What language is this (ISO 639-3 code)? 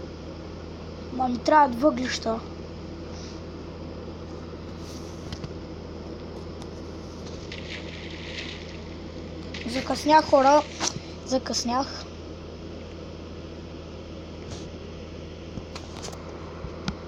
bul